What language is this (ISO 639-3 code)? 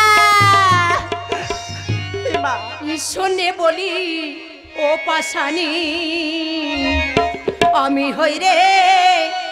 ben